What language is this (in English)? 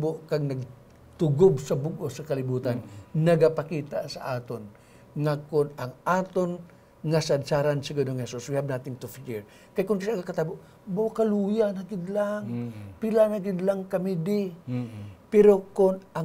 Hiligaynon